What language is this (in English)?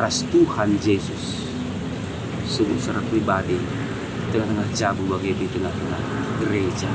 Batak Karo